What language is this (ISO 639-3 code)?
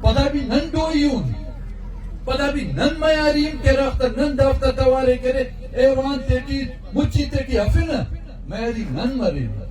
brh